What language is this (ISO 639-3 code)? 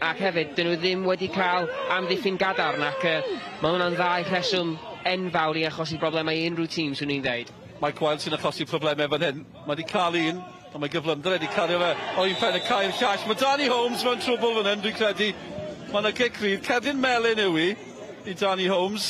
cym